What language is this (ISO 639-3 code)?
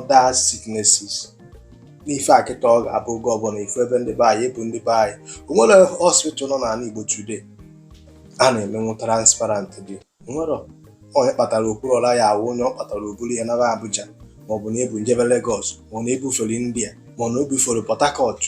ibo